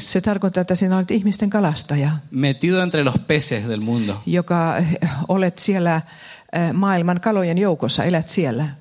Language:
Finnish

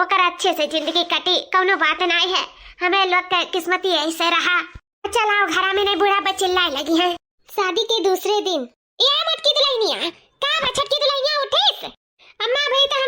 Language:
Awadhi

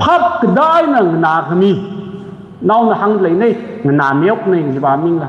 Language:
Tangkhul Naga (India)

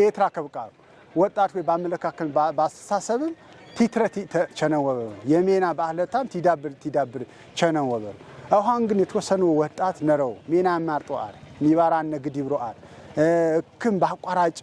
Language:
Amharic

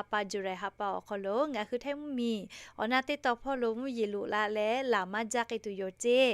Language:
Lahu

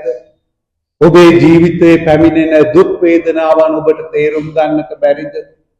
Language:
Sinhala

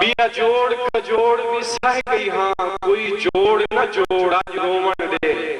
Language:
Saraiki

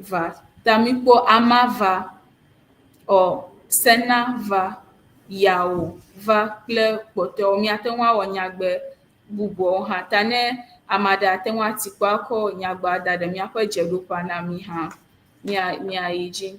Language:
Ewe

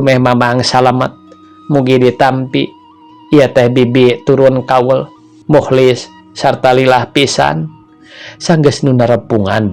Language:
Sundanese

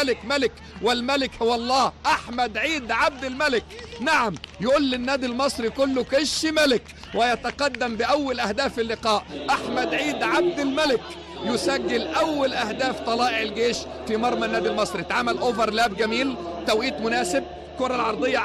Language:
Egyptian Arabic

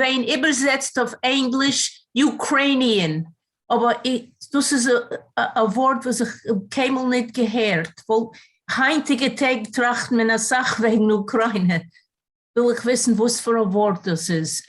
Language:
Yiddish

